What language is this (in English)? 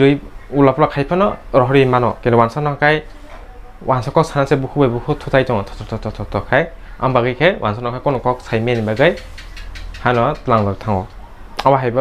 Kok Borok